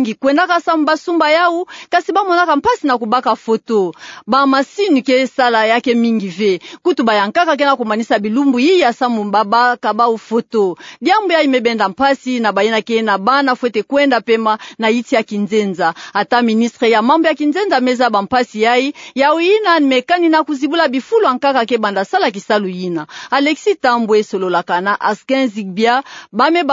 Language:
Kituba (Democratic Republic of Congo)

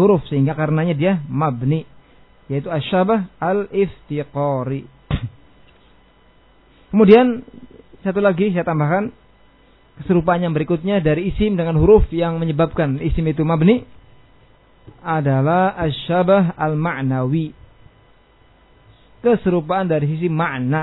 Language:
Indonesian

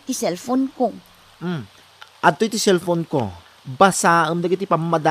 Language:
Iloko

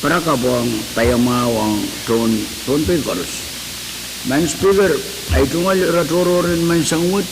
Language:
Pohnpeian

